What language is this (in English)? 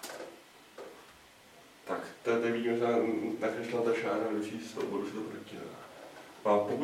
Czech